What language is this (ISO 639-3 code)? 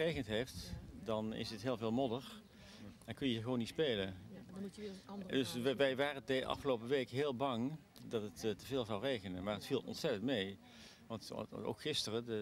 nld